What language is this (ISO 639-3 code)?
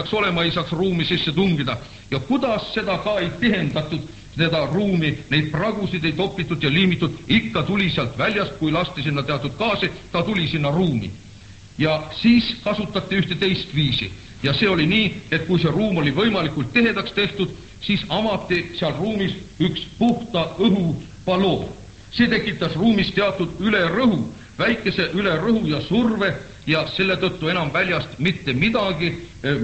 est